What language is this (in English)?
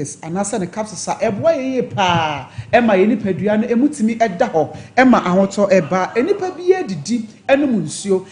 Akan